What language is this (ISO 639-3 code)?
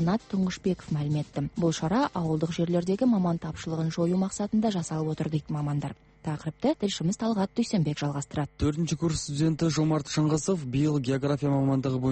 kaz